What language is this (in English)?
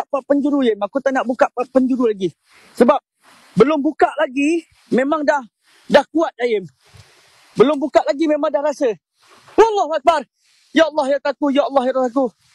Malay